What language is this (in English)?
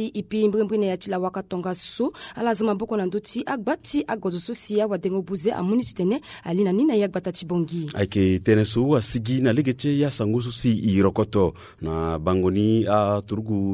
Sango